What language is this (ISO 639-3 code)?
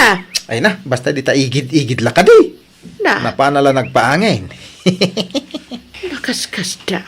ilo